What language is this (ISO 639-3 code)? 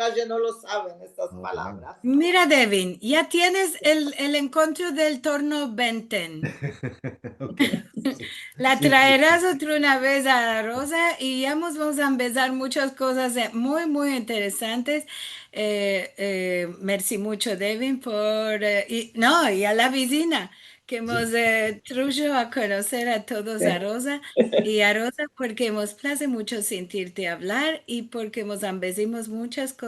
lad